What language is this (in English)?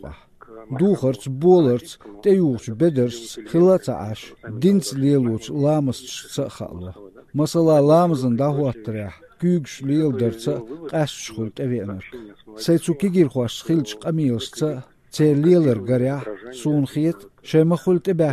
Chechen